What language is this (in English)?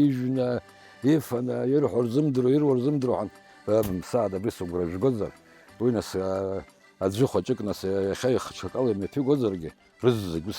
Abkhazian